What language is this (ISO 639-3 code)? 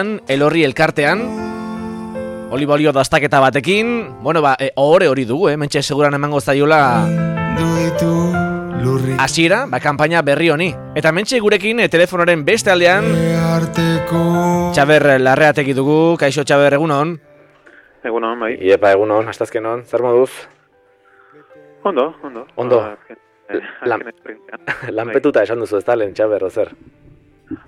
eus